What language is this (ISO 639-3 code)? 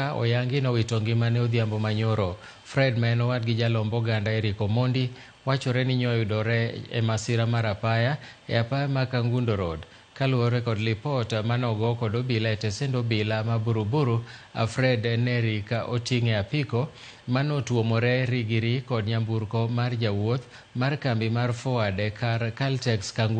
luo